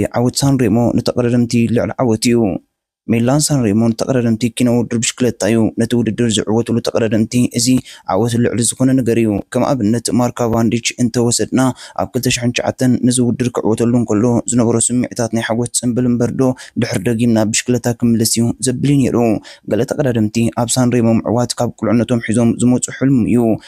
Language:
Tigrinya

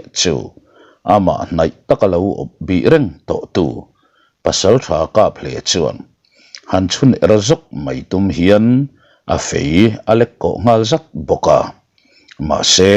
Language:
Mizo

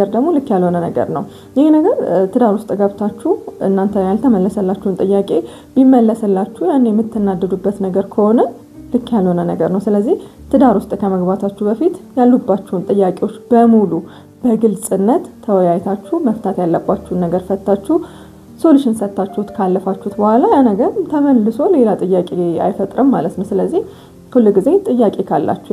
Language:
Amharic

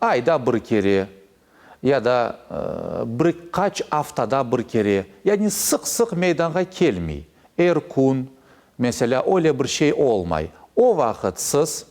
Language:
Crimean Tatar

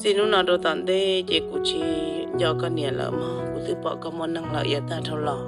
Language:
Hmong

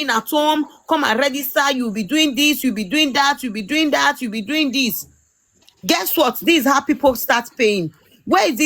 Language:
Nigerian Pidgin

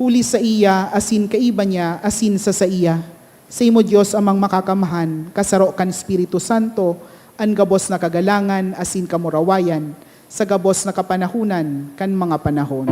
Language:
Bikol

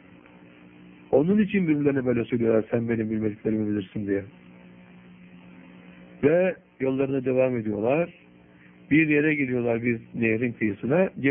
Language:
Turkish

